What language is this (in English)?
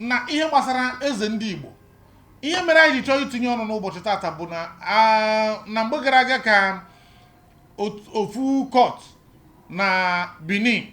Igbo